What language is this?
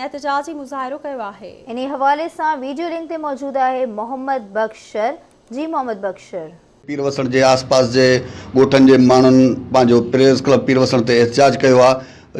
Sindhi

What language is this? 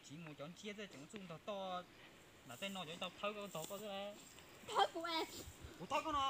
Hmong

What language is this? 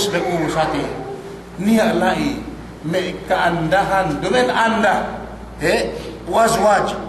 Yakan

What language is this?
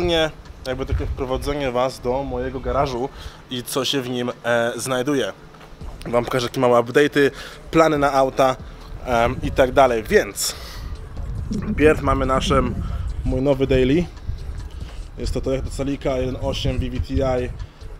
Polish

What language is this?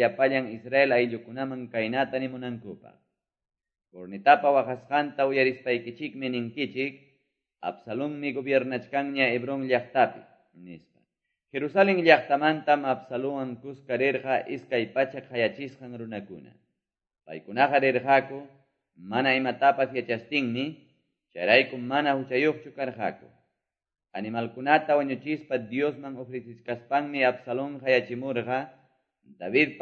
Quechua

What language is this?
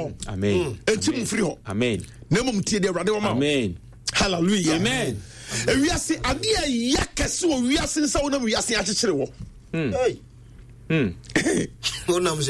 Akan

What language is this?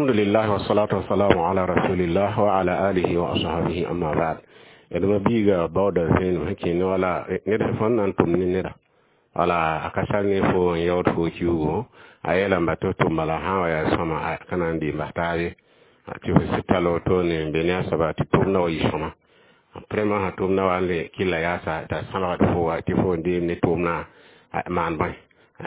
Mossi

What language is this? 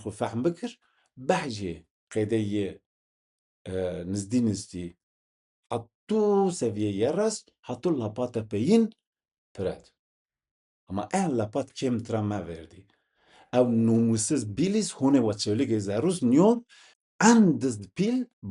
Zaza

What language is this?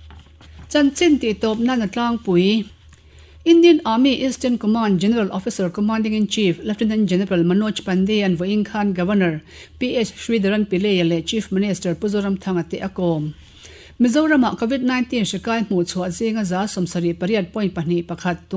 Mizo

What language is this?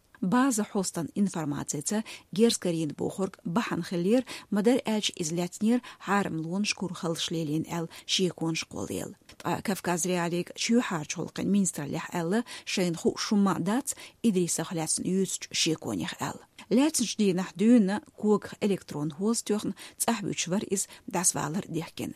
Chechen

